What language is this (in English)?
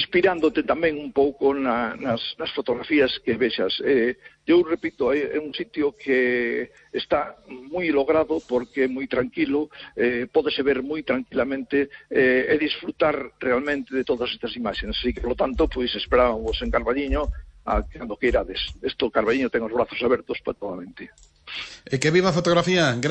Galician